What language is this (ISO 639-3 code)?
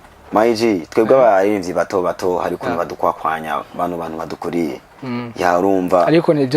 run